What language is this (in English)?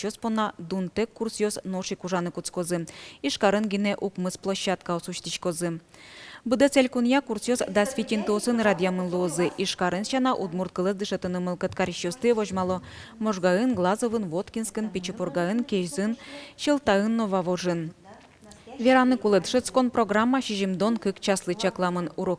Udmurt